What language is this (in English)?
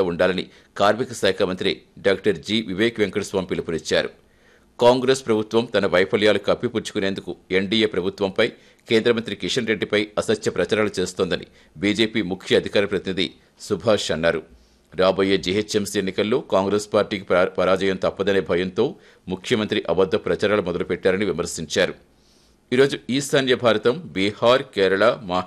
Telugu